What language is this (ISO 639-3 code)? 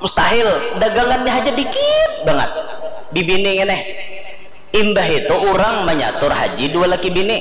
bjn